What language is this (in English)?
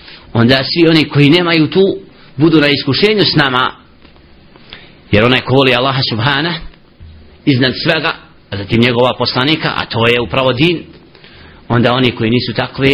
Bosnian